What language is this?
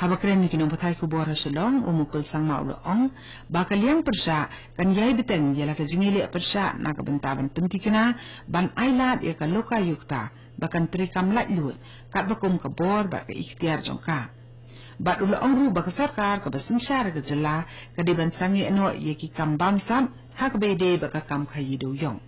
Khasi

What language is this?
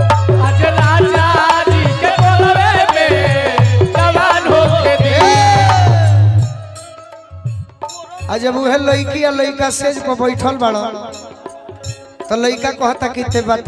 Bhojpuri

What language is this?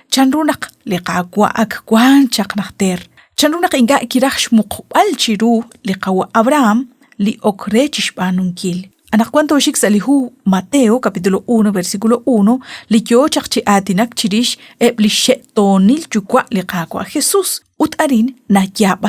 Kekchí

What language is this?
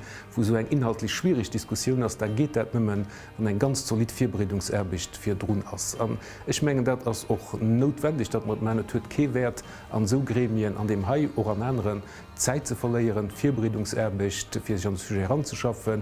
Luxembourgish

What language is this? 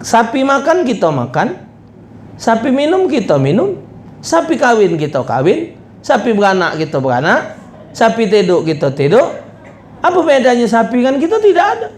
Musi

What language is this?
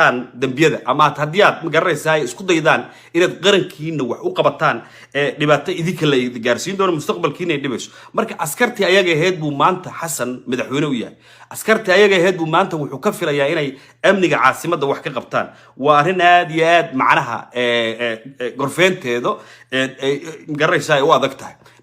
Somali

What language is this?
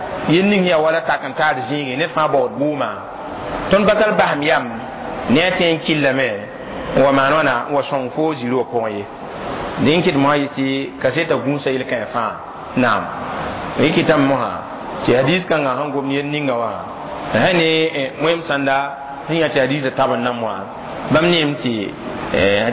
Mossi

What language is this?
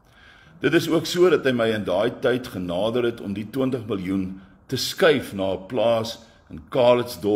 Afrikaans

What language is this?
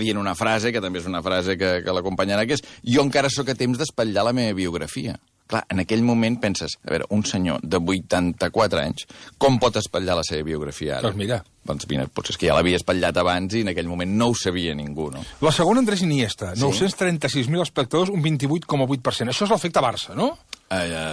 Catalan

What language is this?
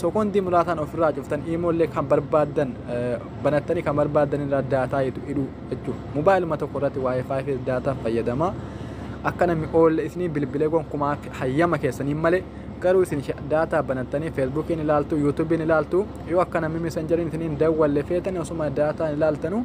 Oromo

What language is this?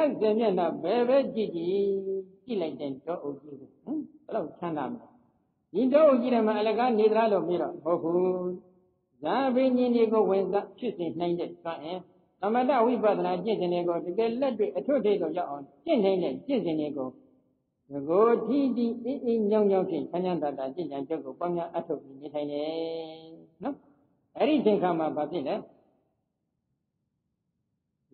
Burmese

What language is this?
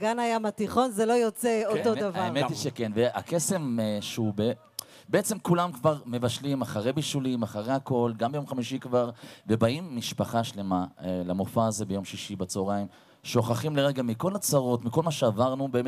Hebrew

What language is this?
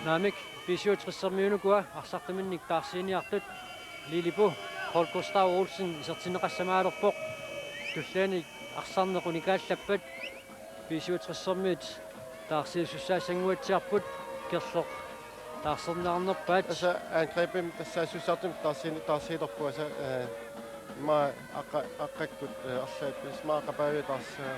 Kalaallisut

